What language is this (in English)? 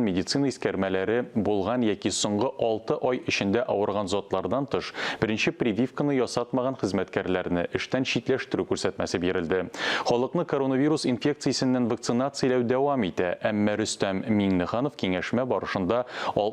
Tatar